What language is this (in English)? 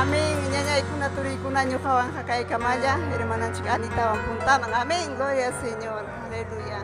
Ayacucho Quechua